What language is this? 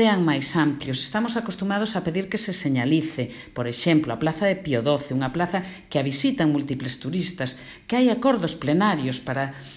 Galician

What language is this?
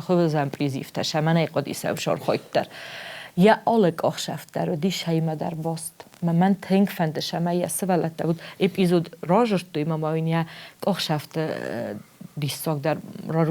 Ossetic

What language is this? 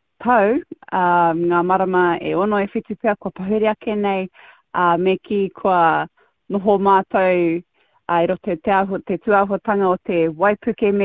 Māori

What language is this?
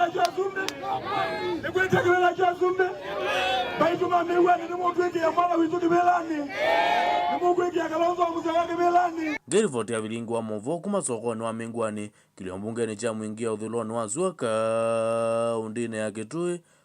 Kamba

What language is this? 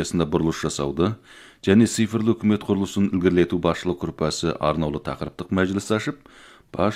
Kazakh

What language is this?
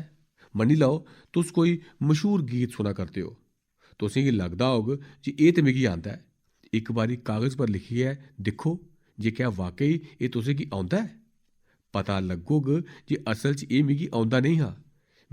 Dogri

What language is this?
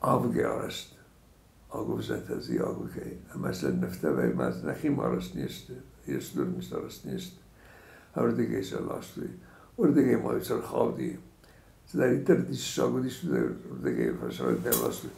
Ossetic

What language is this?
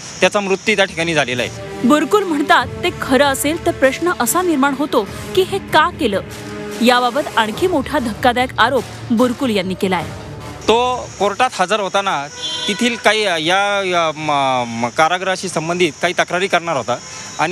Marathi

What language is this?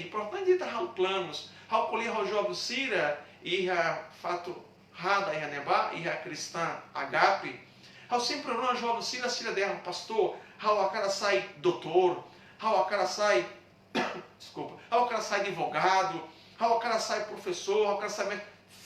Tetum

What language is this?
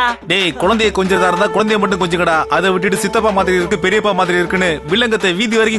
Tamil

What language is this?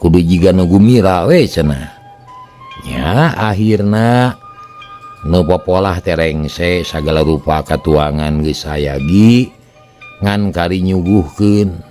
Sundanese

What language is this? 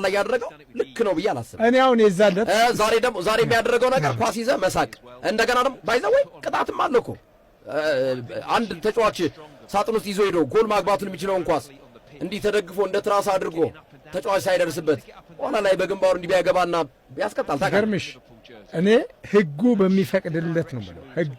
Amharic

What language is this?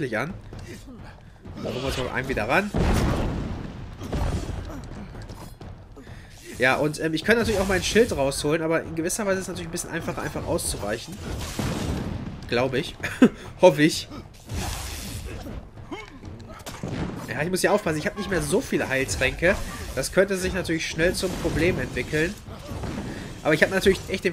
German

